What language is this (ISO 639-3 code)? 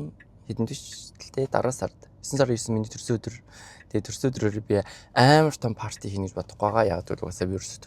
mon